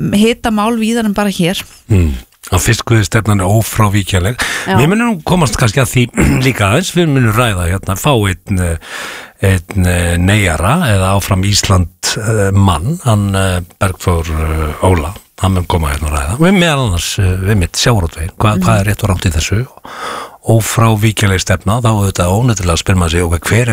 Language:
Icelandic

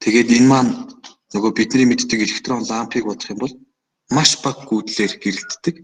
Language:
Mongolian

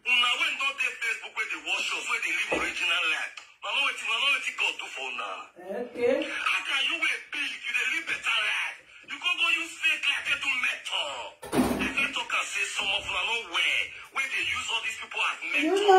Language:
Nigerian Pidgin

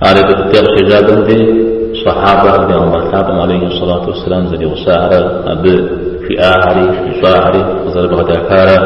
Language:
Kabardian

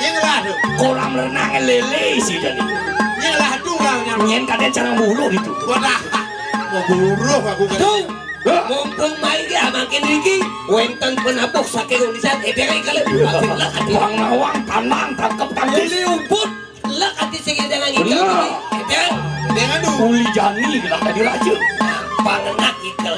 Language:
Balinese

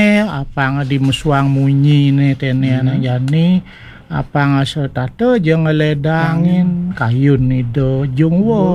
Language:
Balinese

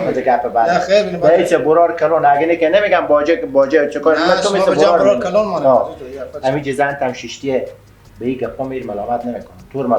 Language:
Persian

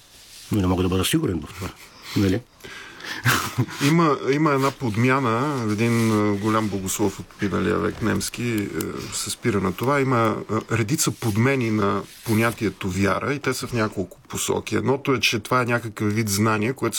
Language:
Bulgarian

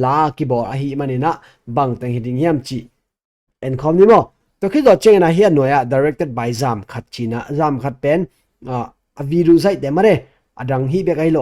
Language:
Tedim Chin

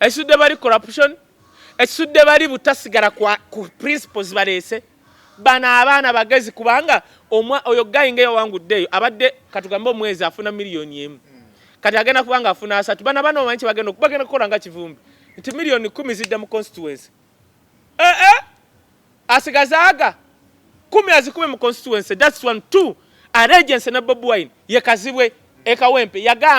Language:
Ganda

